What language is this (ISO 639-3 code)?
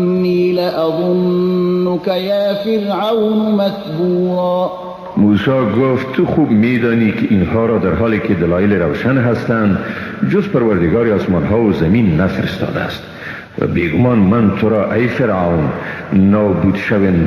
fas